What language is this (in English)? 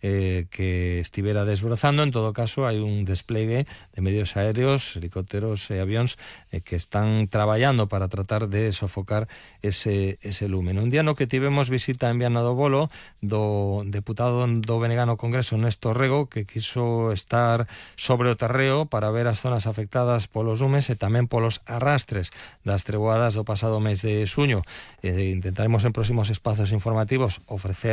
Galician